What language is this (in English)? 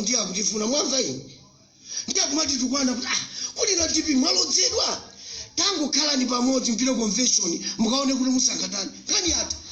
Nyanja